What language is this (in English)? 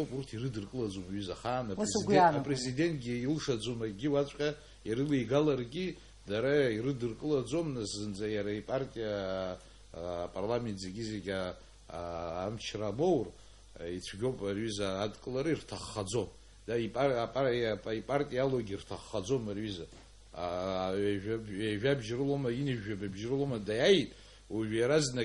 Abkhazian